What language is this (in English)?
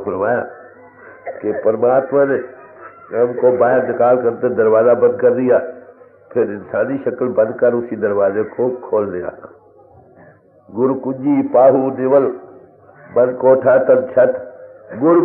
Hindi